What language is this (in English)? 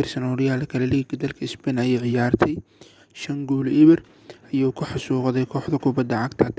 Somali